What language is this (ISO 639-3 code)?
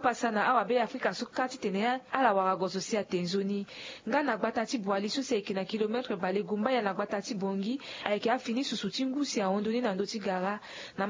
sag